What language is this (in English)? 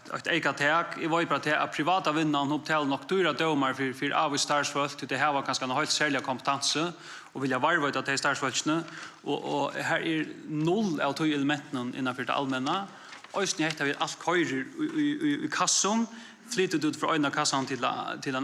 Faroese